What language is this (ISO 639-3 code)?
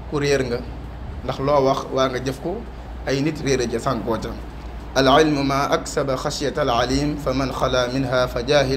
wol